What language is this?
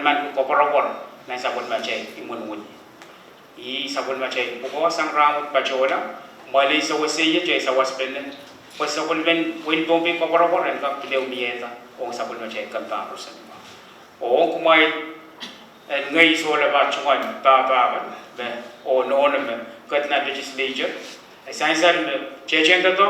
Pohnpeian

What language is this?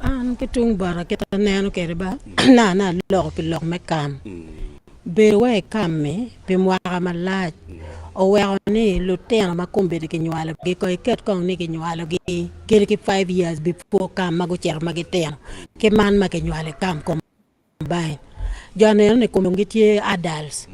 Acoli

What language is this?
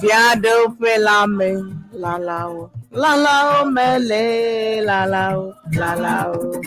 Ewe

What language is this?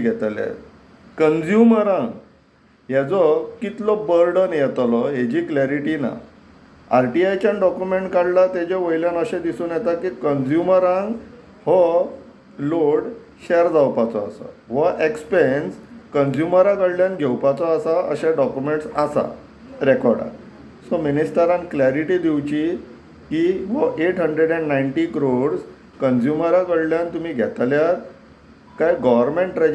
Konkani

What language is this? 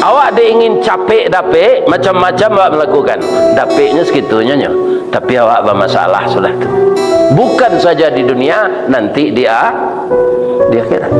Minangkabau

